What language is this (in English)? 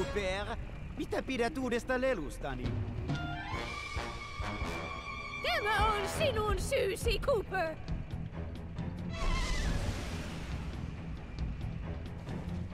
Finnish